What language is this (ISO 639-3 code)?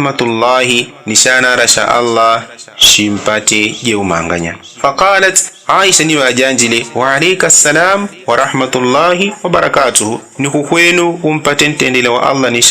yao